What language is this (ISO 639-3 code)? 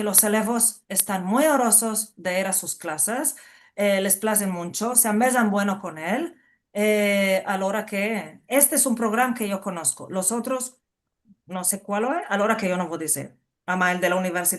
lad